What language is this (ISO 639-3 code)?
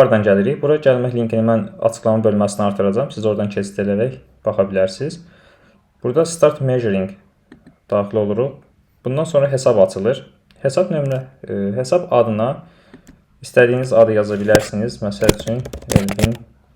aze